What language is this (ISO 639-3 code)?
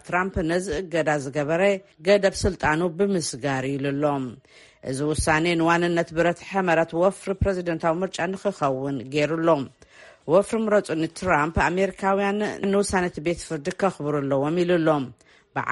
tir